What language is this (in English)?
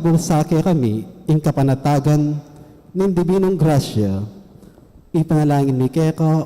Pampanga